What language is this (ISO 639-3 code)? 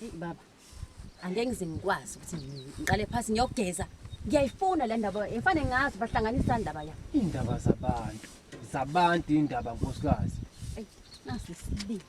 zul